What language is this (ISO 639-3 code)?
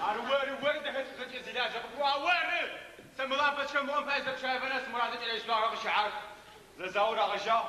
ady